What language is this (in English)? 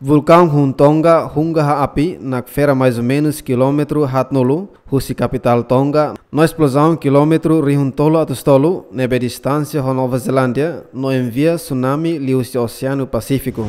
Tetum